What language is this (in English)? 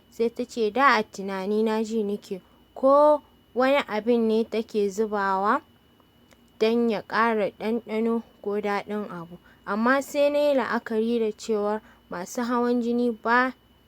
Hausa